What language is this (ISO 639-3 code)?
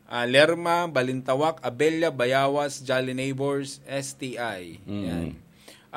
bik